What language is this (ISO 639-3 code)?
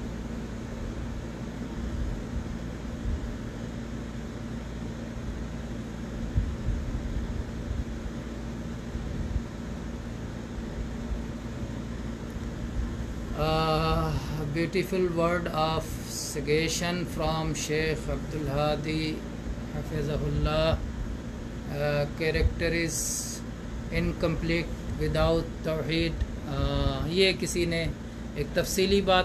urd